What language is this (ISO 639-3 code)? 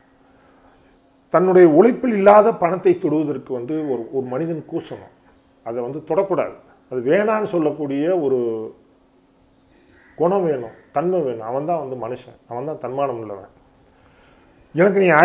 tam